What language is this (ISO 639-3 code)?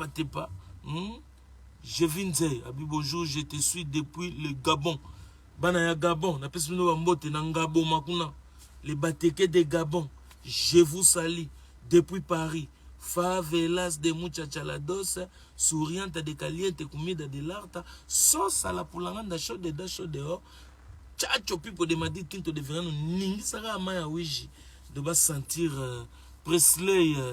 lin